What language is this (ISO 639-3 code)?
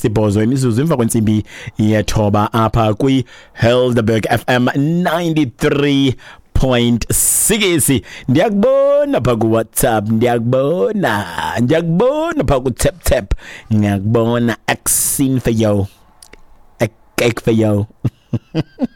xho